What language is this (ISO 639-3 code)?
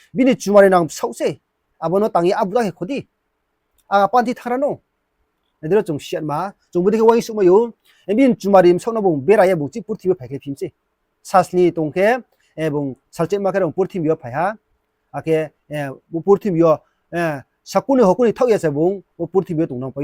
ria